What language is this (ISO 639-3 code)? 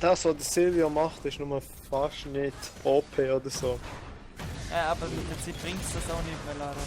gsw